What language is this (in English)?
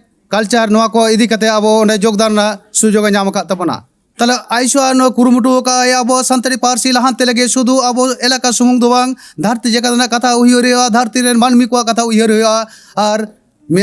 Santali